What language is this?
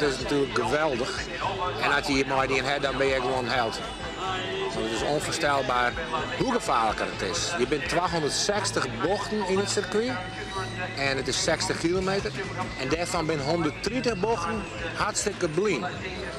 Western Frisian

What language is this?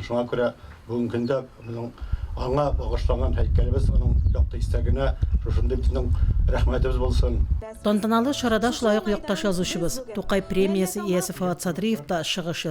Tatar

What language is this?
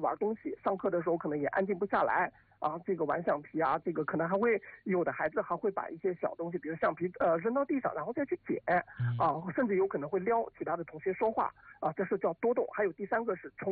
Chinese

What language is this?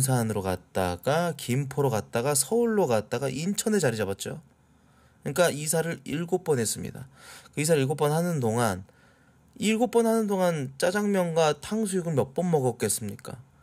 Korean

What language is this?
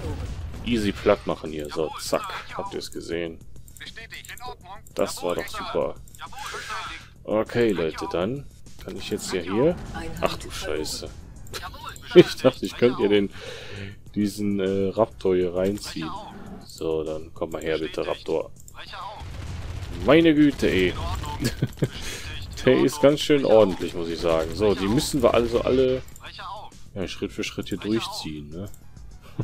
German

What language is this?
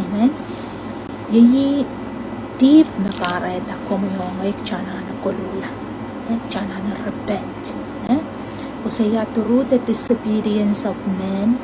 Pohnpeian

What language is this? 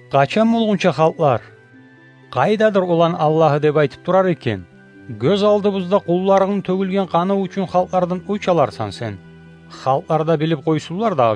Kumyk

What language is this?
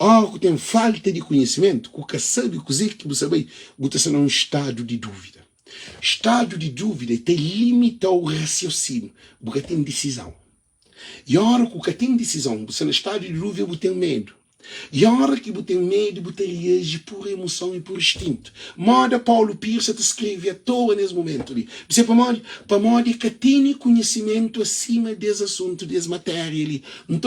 Kabuverdianu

